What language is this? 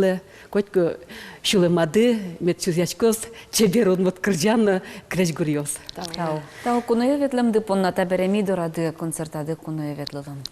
Udmurt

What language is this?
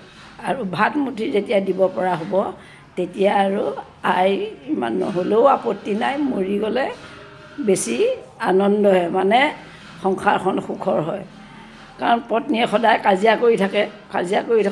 Assamese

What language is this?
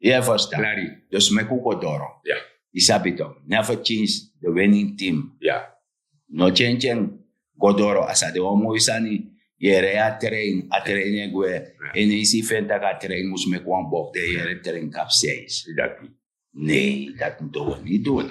Sranan Tongo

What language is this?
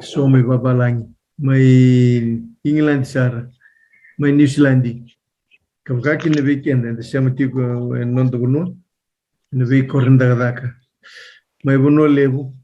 Fijian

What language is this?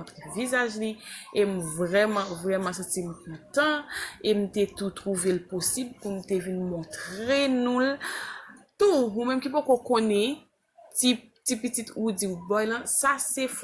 Haitian Creole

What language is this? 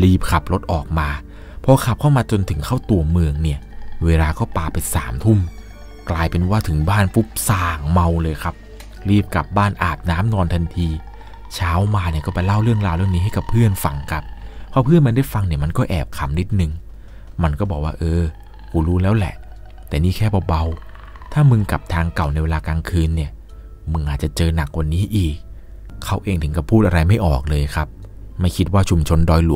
Thai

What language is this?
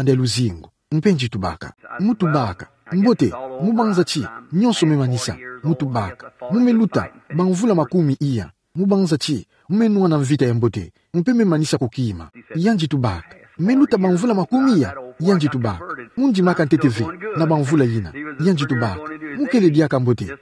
Kituba (Democratic Republic of Congo)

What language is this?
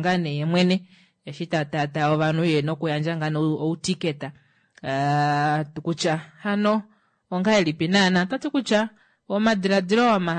Kuanyama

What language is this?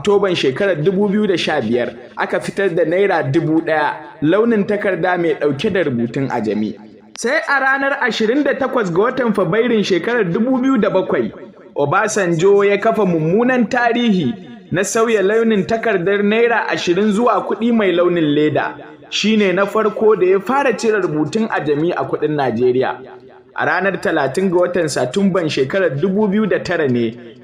Hausa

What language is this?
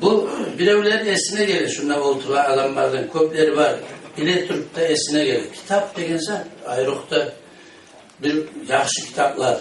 Kumyk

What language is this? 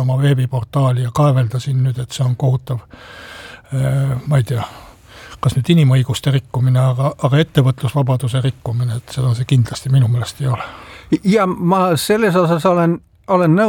Estonian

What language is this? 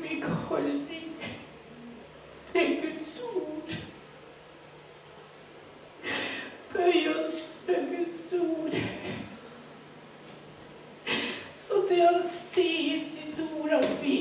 Norwegian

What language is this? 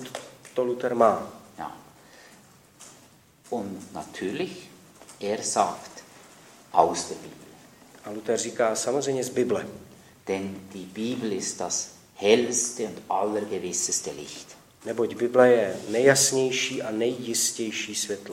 Czech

